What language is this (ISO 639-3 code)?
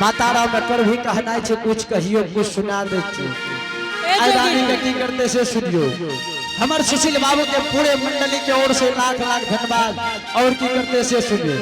anp